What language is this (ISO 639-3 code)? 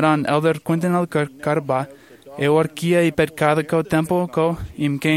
mah